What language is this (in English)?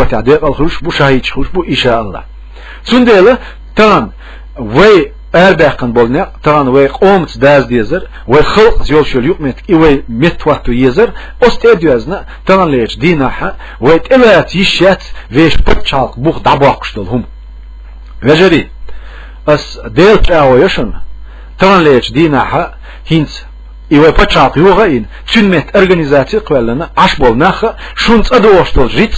Chechen